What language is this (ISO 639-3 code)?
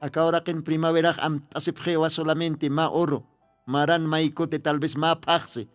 aym